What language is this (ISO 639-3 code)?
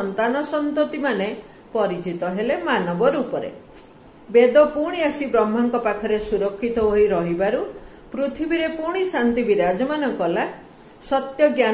ori